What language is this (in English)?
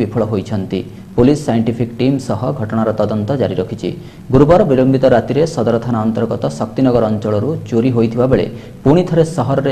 Odia